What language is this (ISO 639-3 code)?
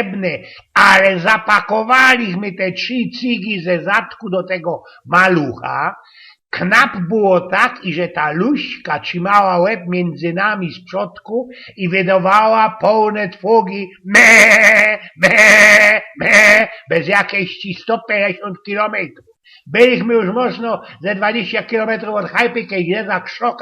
szl